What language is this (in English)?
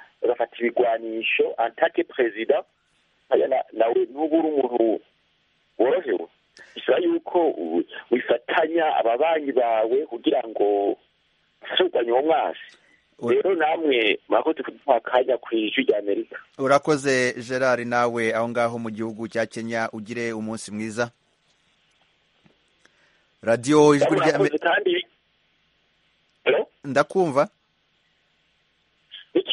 Kinyarwanda